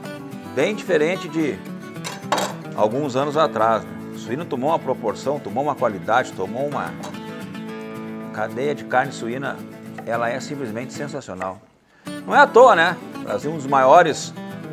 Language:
Portuguese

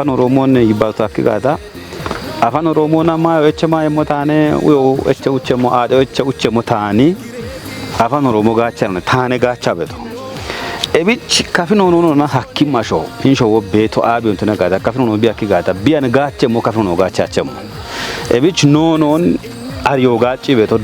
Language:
Kafa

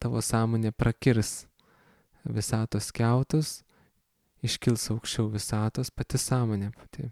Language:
Lithuanian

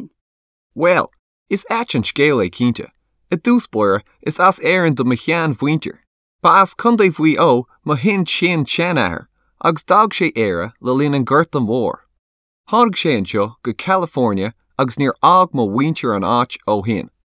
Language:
Irish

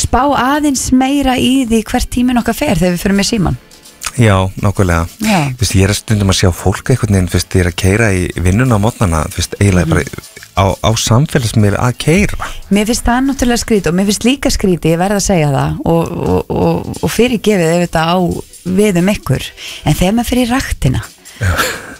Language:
Icelandic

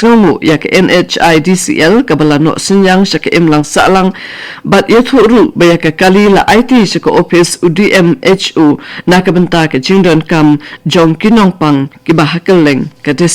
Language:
Khasi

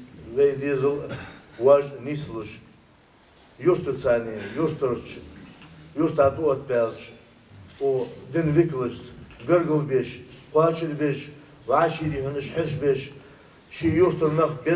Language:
Ingush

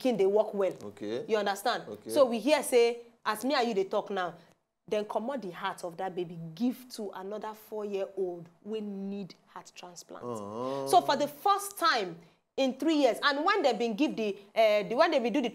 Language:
Nigerian Pidgin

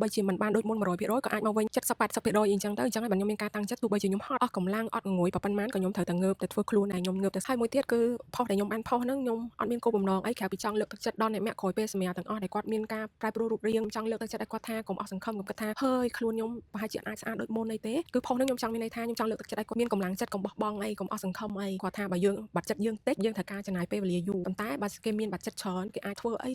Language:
Khmer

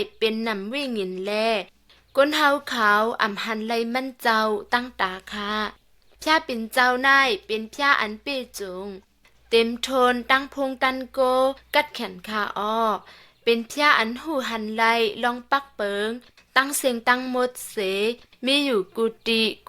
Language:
Shan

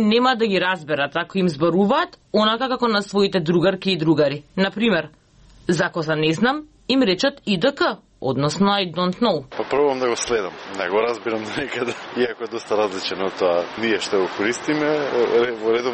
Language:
Macedonian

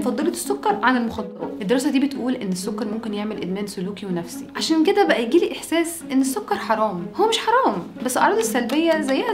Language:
Egyptian Arabic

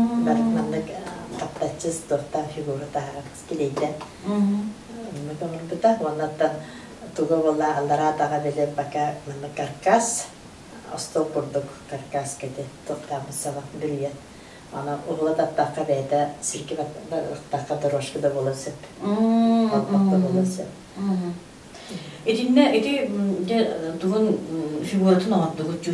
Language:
Yakut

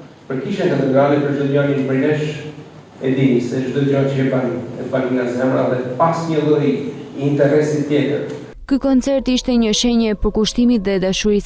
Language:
Albanian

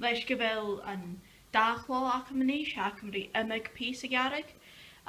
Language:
Scottish Gaelic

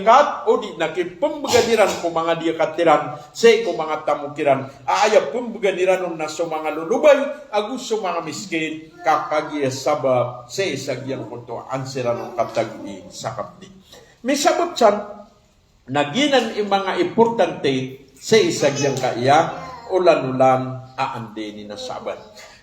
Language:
Maranao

